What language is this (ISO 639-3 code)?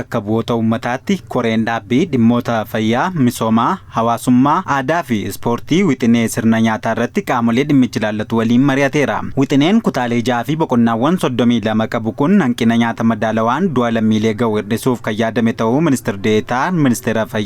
orm